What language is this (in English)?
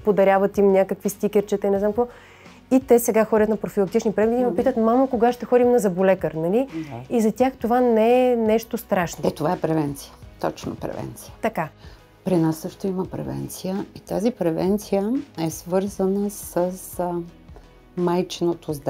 Bulgarian